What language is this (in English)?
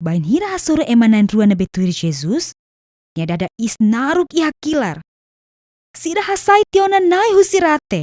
Tetum